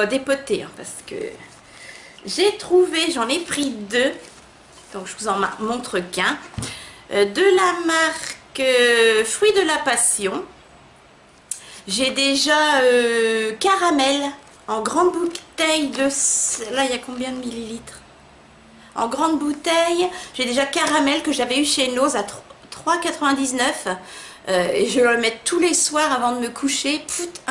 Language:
French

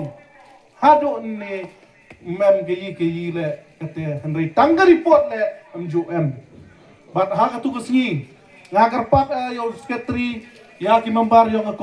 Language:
Pnar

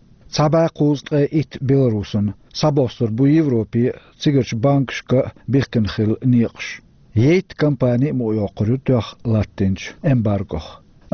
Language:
Chechen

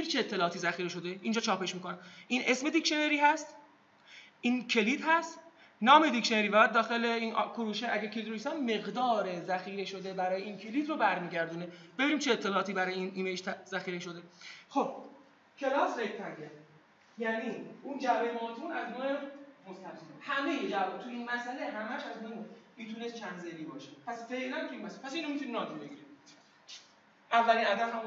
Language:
Persian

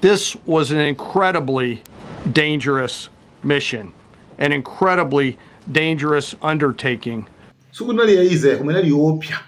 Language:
Nyanja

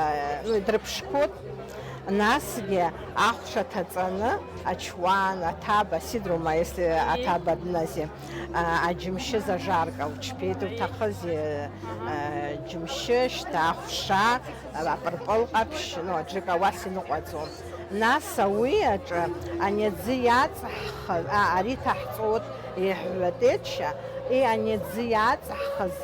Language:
Abkhazian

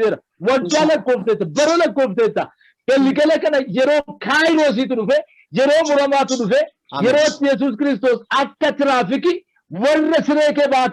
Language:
Oromo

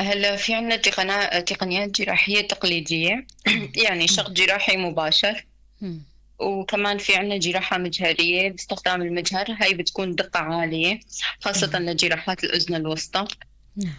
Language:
North Levantine Arabic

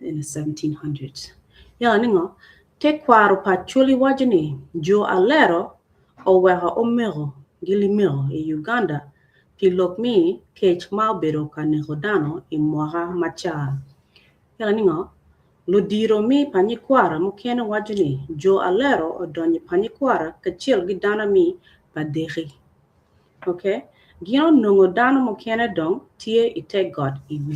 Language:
Acoli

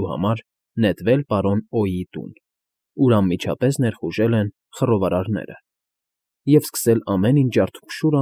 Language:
Armenian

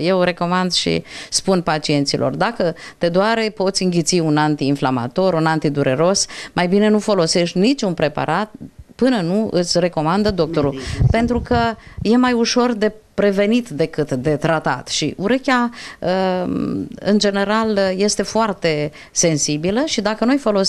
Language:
Romanian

